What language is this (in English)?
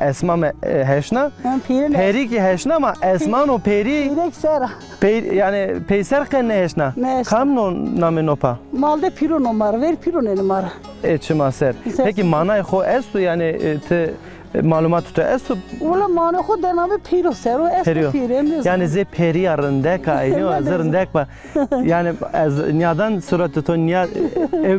Zaza